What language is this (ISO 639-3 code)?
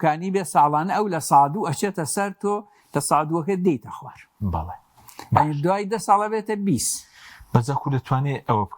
ckb